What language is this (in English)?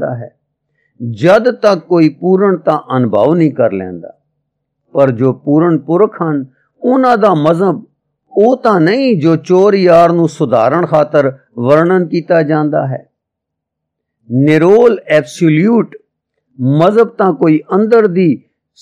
Punjabi